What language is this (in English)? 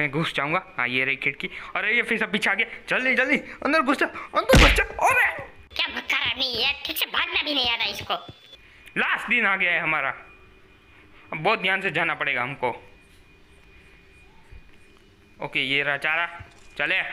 Hindi